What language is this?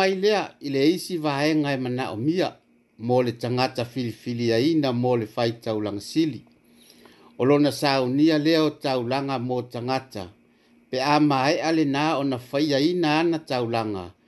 Samoan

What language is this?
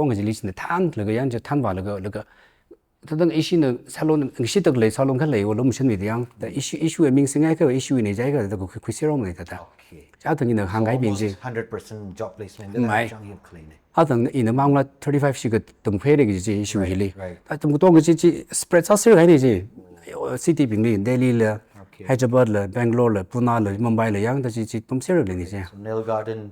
Tangkhul Naga (India)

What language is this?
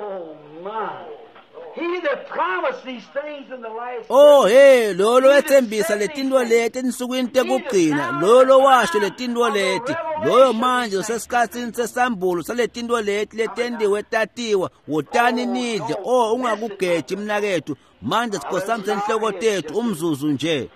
Swati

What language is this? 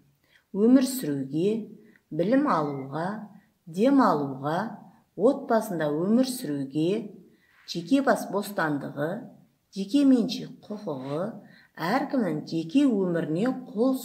Kazakh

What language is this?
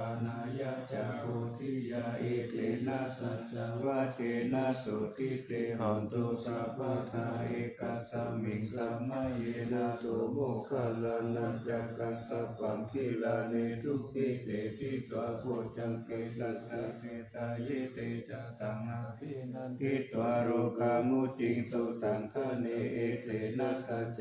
Pali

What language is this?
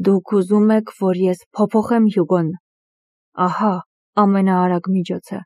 Armenian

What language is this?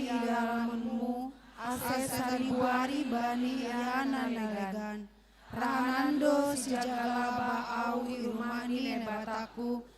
Batak Simalungun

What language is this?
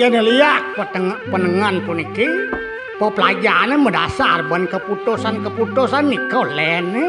Balinese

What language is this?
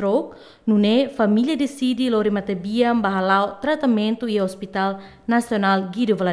Tetum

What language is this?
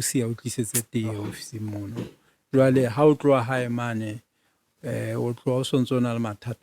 Southern Sotho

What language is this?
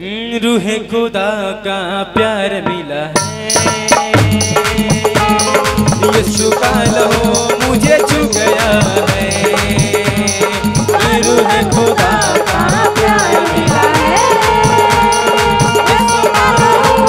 Hindi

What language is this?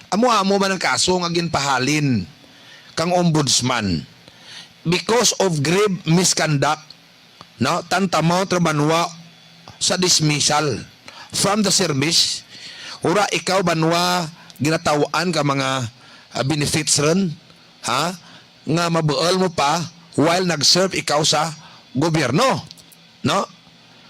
Hiligaynon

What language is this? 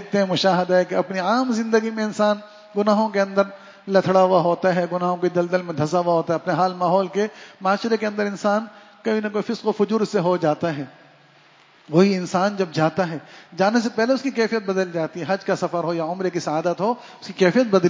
Urdu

